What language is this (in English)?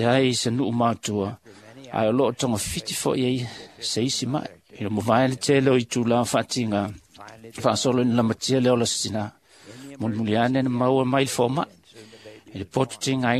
Samoan